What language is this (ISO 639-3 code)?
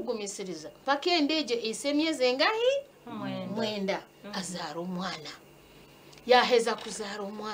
nyn